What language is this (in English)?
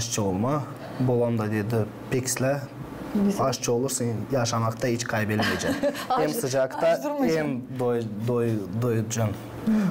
Gagauz